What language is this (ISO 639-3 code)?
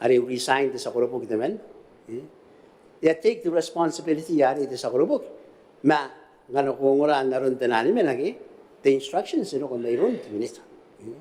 gil